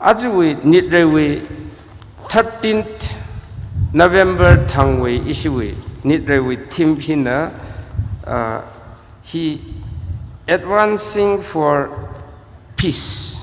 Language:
Tangkhul Naga (India)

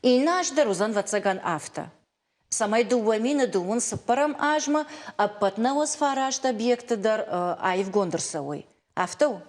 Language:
Ossetic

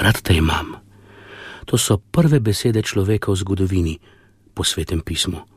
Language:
Slovenian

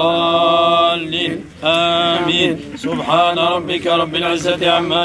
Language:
Kabyle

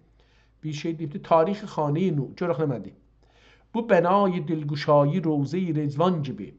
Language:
South Azerbaijani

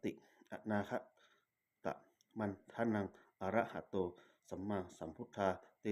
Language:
Pali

